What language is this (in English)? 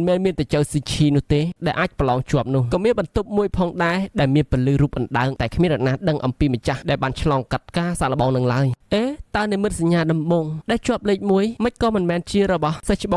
Khmer